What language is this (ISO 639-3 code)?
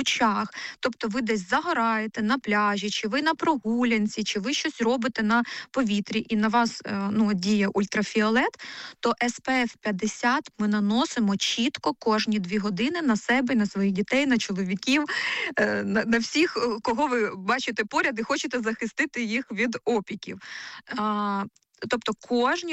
ukr